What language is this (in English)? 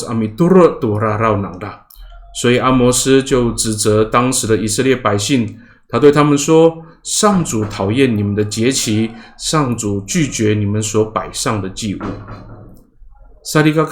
Amis